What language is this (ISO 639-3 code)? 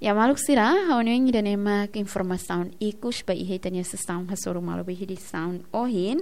tet